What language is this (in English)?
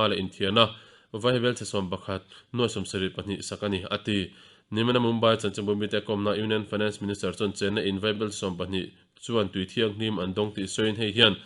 Mizo